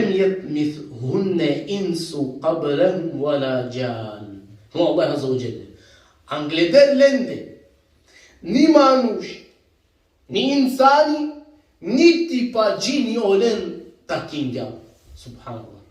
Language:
Balkan Romani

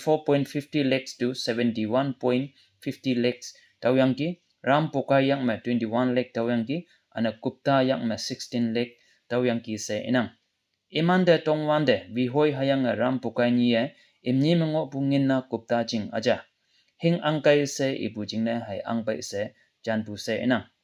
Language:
Konyak Naga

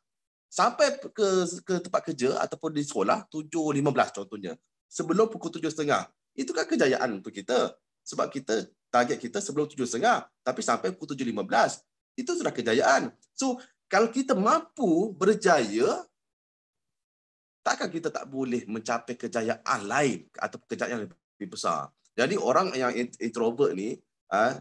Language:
Malay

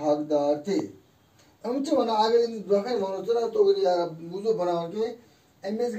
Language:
Kashmiri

